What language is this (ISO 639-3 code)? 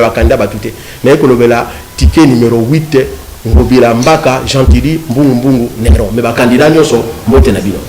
lin